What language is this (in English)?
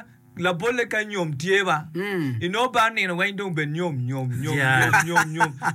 Acoli